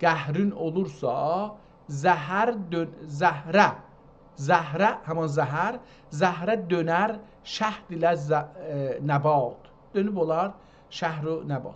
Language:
South Azerbaijani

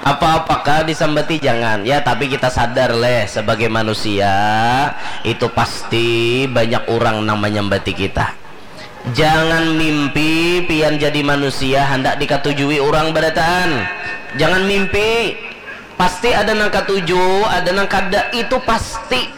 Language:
Banjar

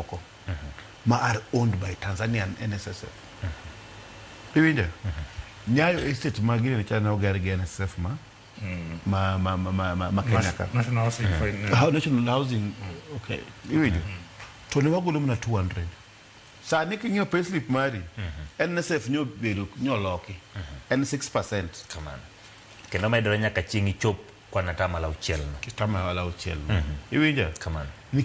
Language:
Luo (Kenya and Tanzania)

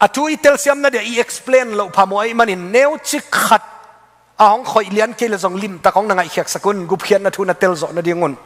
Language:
Tedim Chin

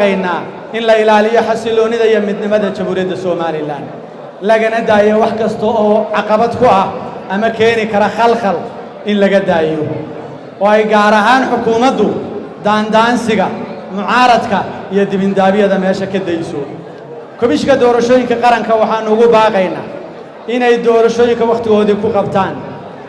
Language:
Somali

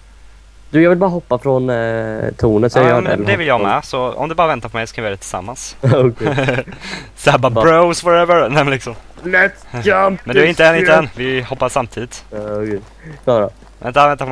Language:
Swedish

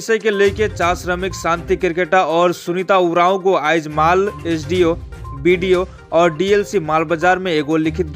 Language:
Sadri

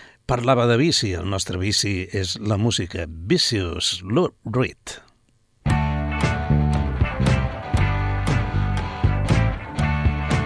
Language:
Catalan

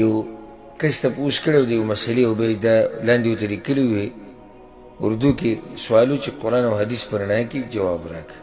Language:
Pashto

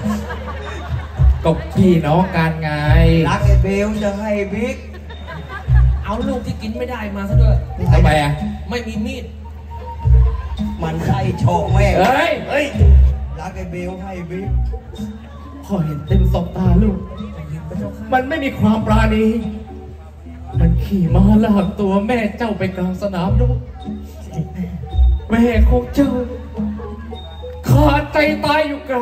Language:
Thai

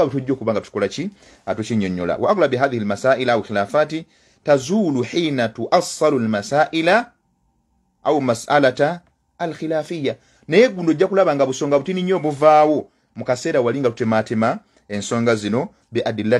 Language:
Ganda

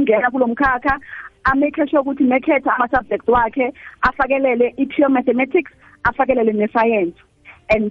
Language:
South Ndebele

